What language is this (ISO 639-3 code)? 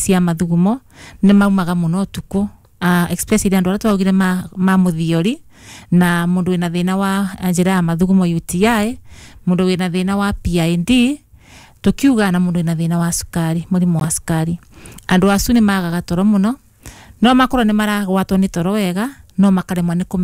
kik